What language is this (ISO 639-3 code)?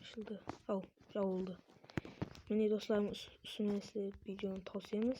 kaa